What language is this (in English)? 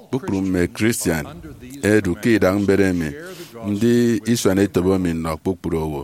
Efik